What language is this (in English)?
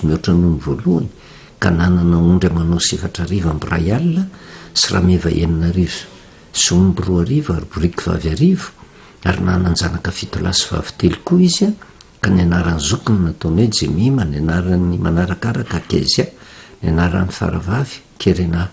Malagasy